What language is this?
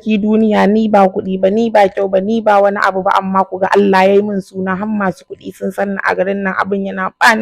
Hausa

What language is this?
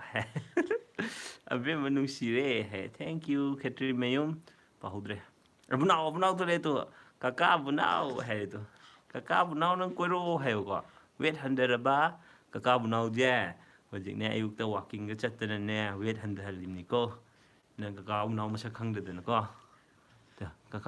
Manipuri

